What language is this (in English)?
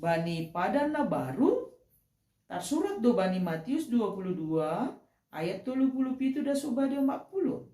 Batak Simalungun